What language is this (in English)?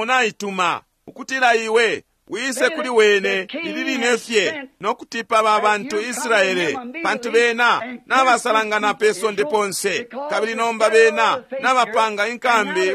Bemba